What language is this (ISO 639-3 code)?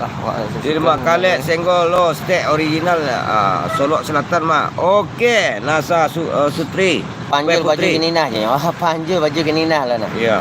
min